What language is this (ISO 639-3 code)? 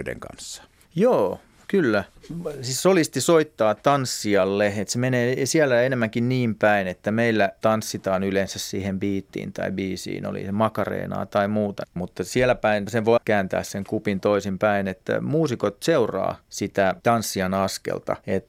fin